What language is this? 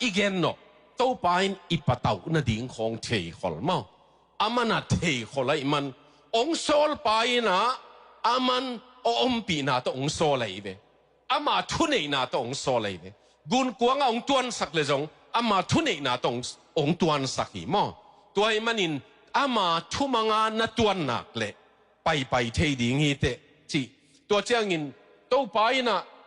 Tedim Chin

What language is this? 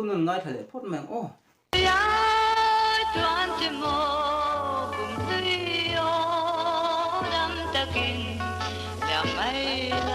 Mizo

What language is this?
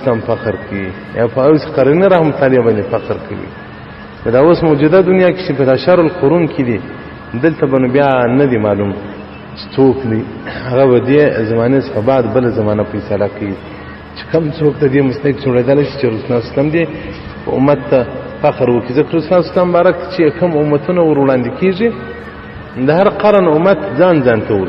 Pashto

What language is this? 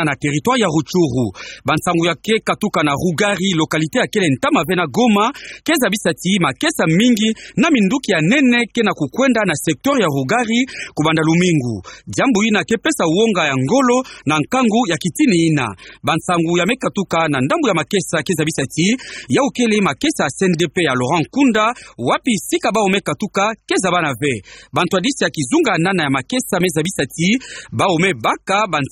Kituba (Democratic Republic of Congo)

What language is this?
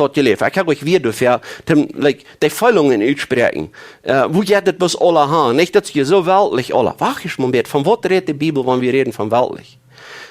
Plautdietsch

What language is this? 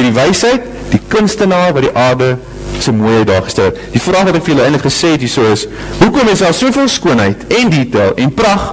Afrikaans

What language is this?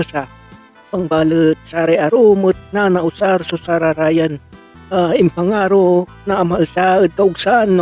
Pangasinan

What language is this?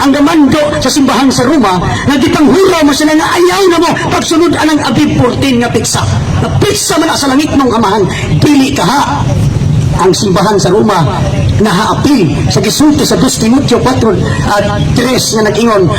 Cebuano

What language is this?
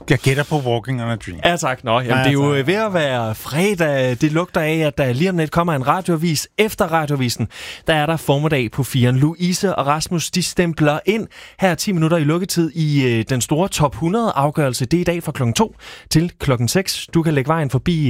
Danish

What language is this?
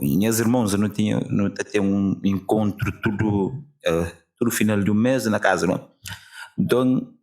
Kabuverdianu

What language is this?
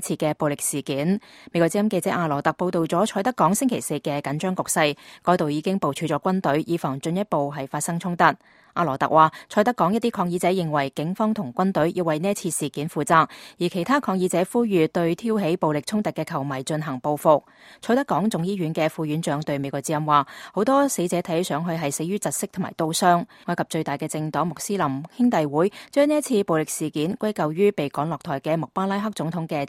Cantonese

